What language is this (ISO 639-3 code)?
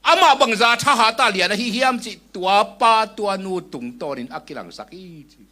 ctd